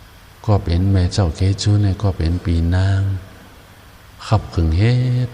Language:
Shan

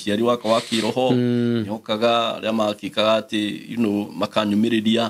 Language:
Kikuyu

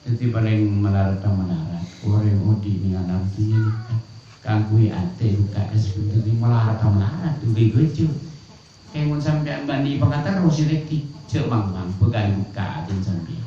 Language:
Madurese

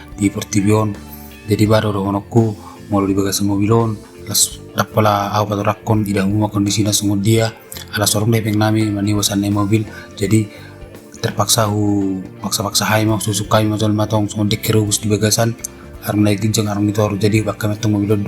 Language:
Batak Toba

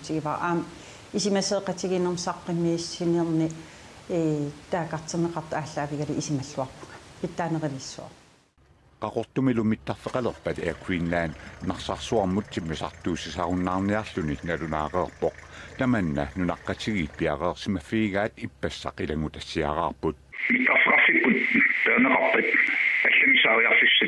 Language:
Kalaallisut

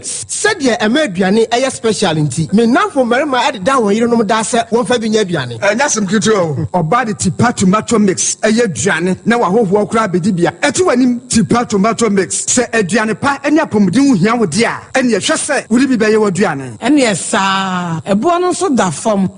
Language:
Akan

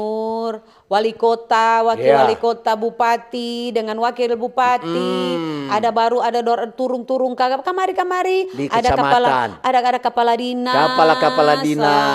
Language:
Manado Malay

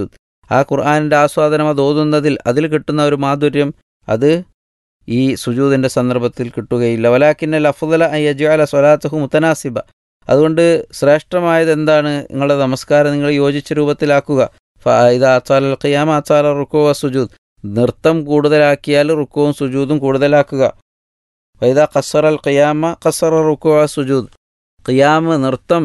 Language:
Malayalam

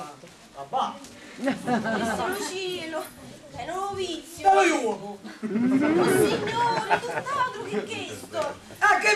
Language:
Neapolitan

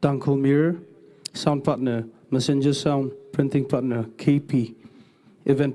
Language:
Tangkhul Naga (India)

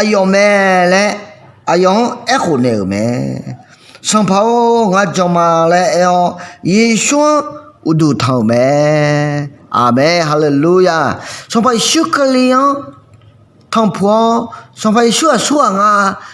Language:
Akha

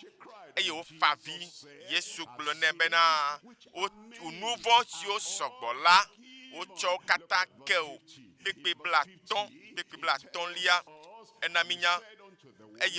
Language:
Ewe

